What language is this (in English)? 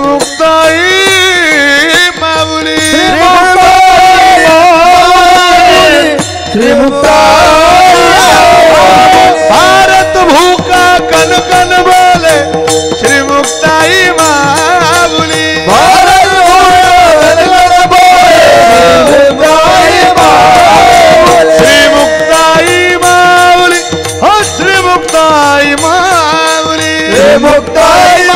Marathi